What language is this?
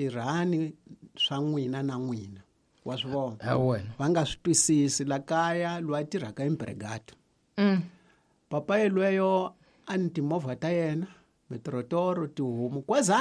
Tsonga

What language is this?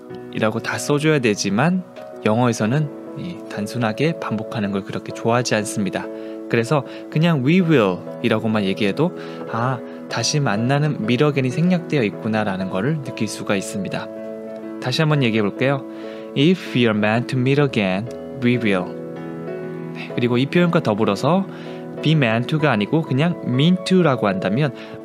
Korean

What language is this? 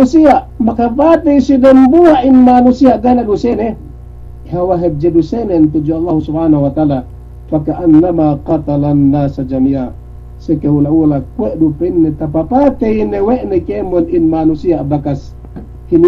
Yakan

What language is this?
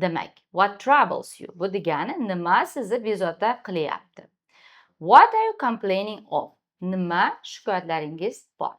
Uzbek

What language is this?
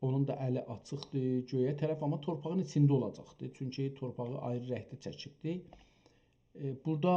South Azerbaijani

